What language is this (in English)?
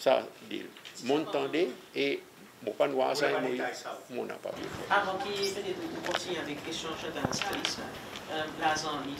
Seselwa Creole French